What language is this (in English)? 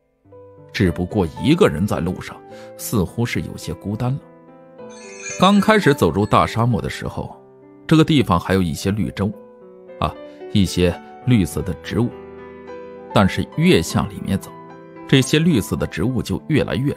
Chinese